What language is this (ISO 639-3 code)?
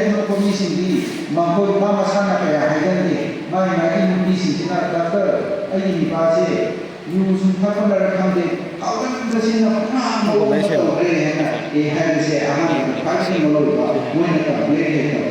mni